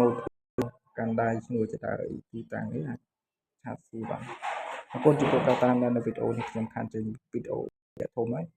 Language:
Khmer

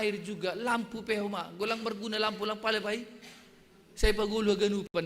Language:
Batak Simalungun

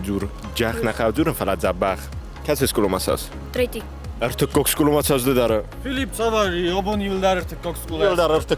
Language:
Ossetic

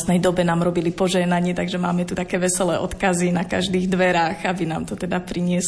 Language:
Slovak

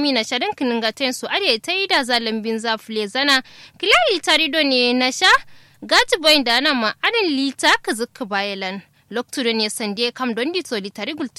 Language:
Kanuri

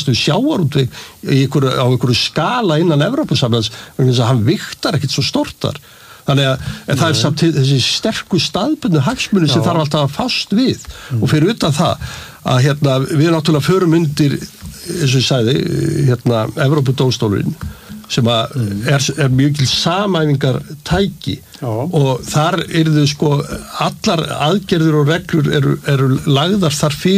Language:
Icelandic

